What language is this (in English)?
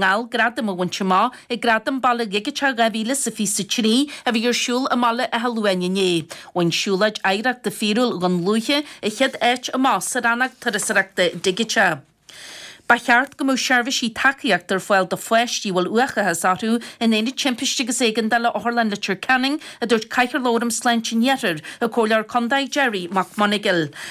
Irish